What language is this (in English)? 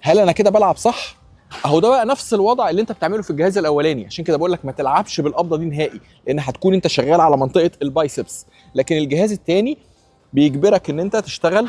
Egyptian Arabic